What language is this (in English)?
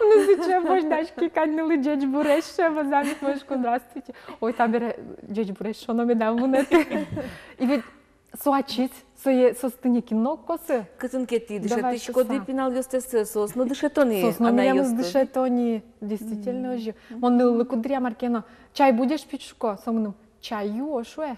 Udmurt